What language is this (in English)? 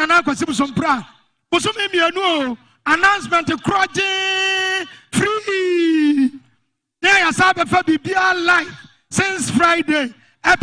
Akan